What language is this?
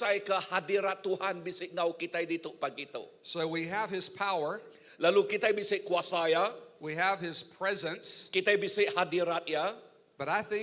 Iban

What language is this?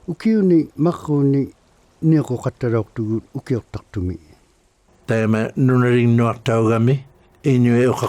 Inuktitut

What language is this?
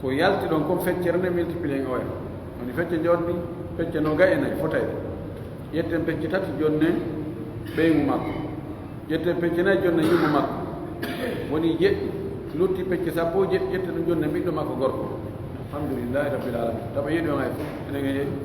Pular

